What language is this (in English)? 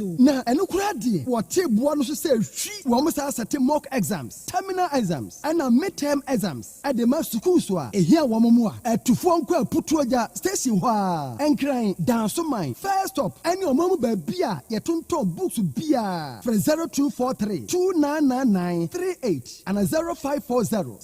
Akan